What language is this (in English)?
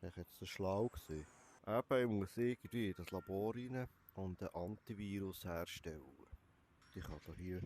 Swiss German